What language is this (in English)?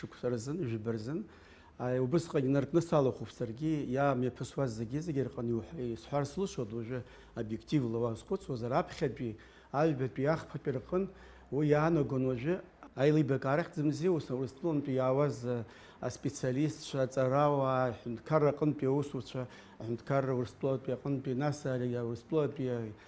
Abkhazian